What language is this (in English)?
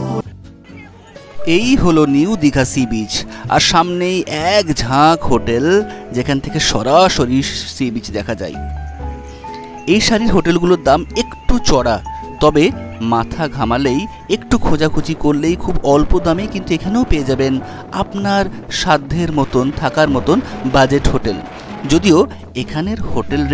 Bangla